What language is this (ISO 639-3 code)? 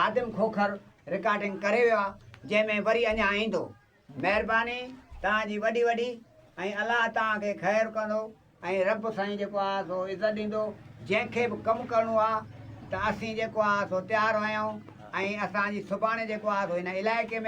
snd